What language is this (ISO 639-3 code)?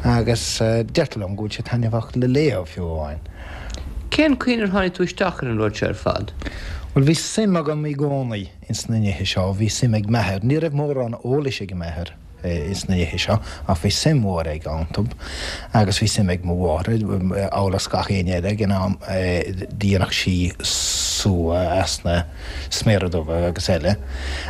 gle